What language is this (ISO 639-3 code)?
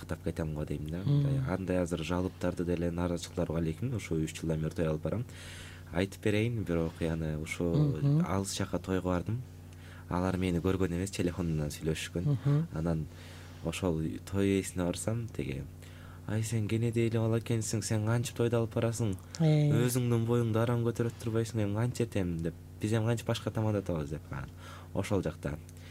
kir